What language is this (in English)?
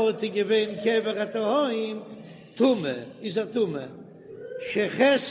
Yiddish